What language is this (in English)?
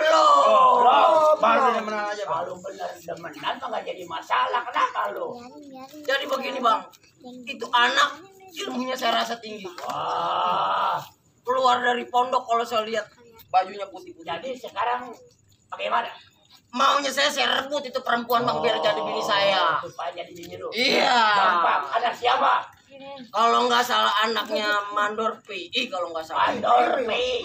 Betawi